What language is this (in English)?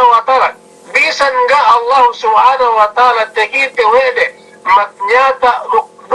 Yakan